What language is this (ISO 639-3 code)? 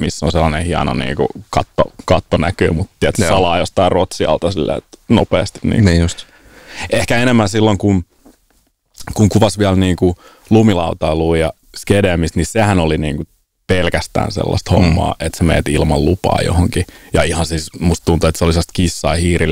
fin